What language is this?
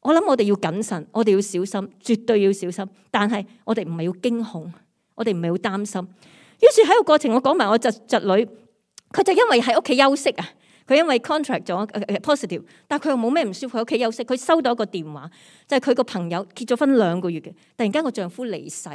Cantonese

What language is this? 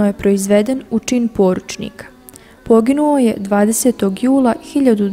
Bosnian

